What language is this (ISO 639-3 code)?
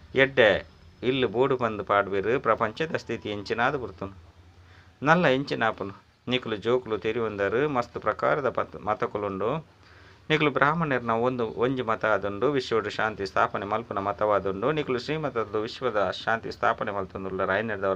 tcy